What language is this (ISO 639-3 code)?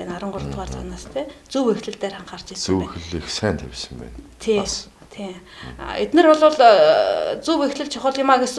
mon